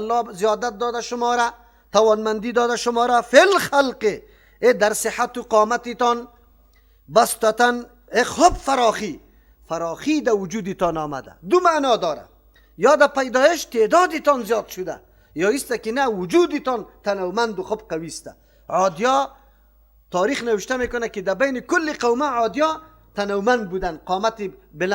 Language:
Persian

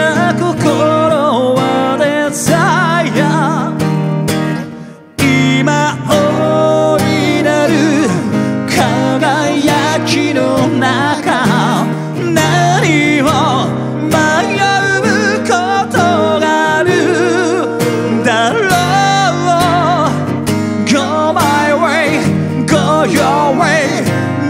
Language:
Japanese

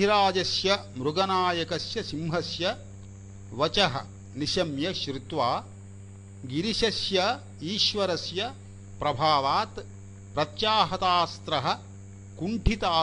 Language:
Sanskrit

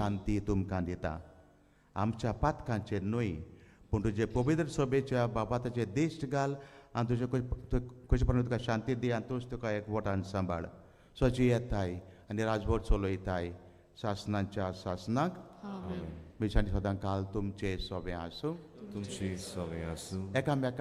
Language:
Konkani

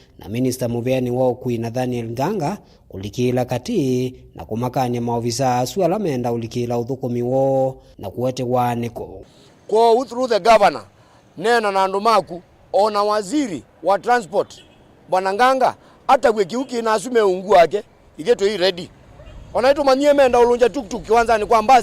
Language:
Kamba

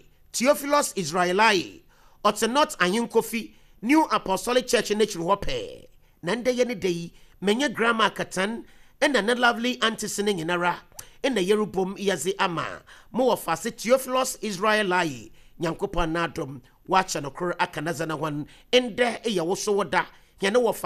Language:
Akan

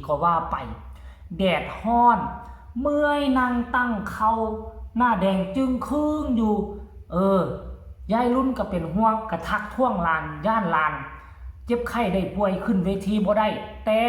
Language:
Northeastern Thai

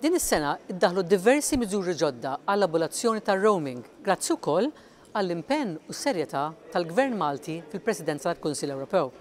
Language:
Maltese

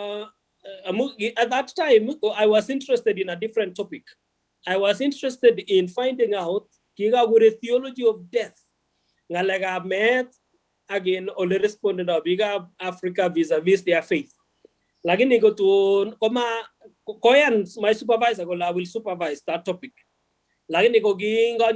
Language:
Kalenjin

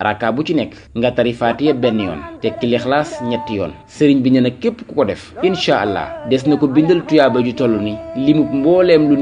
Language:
Wolof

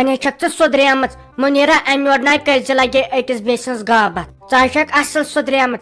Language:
Kashmiri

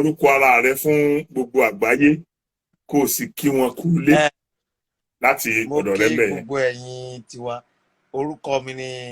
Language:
Yoruba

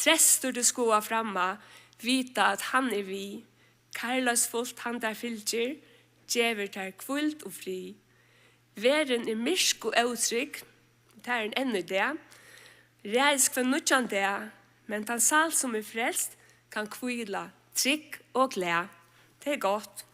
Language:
Faroese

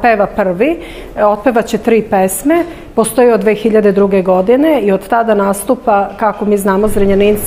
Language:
Serbian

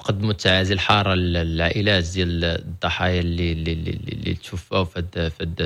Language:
Moroccan Arabic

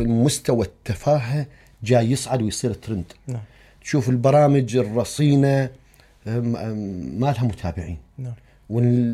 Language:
Mesopotamian Arabic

